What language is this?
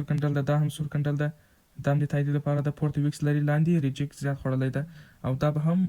Pashto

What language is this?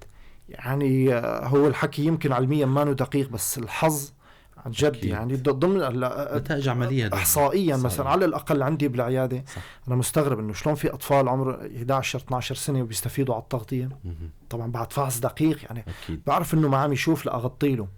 North Levantine Arabic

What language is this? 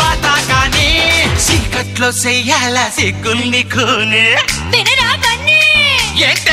Telugu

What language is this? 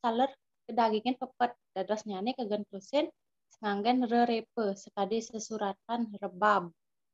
Balinese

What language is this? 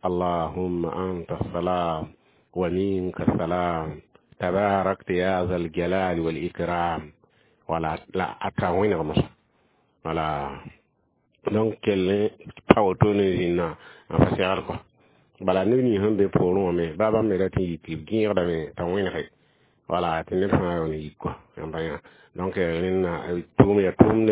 Mossi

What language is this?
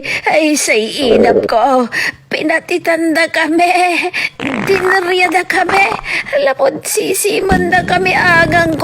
Pangasinan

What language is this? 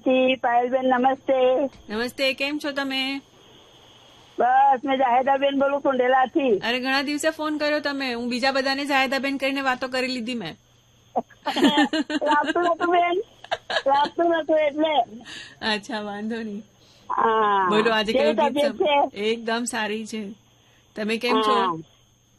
Gujarati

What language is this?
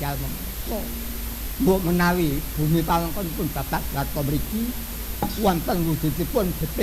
Javanese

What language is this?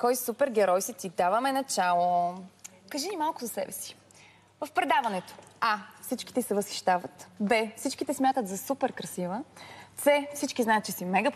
Bulgarian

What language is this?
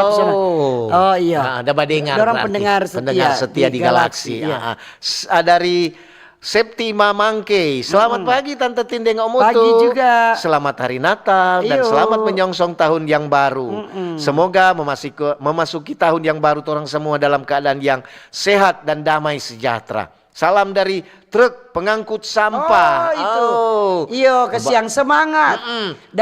Manado Malay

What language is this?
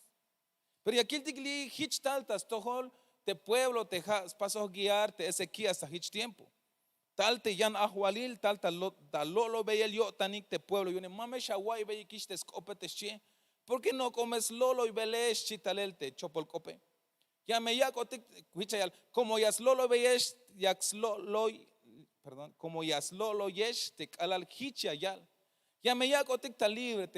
Tzeltal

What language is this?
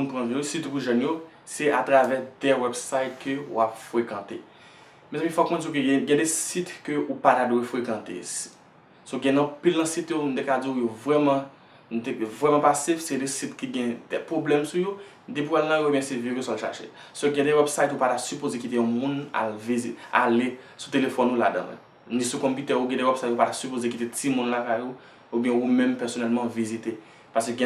Haitian Creole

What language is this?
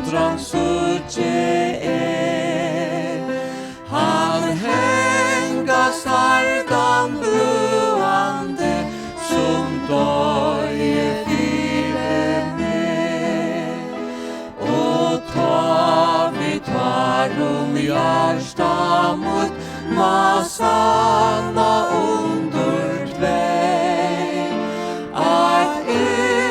Faroese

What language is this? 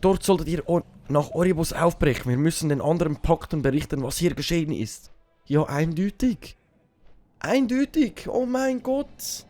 Swiss German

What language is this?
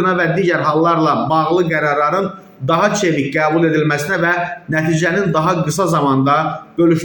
Azerbaijani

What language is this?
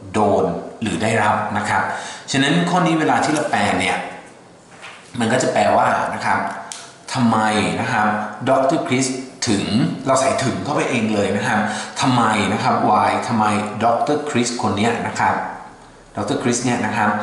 Thai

